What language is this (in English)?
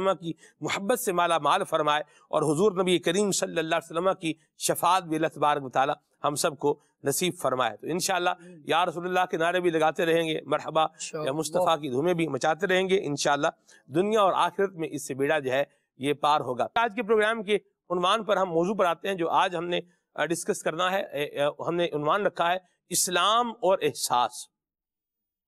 Urdu